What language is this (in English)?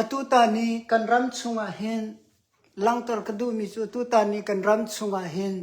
Hakha Chin